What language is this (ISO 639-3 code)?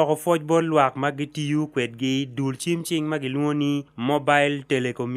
ach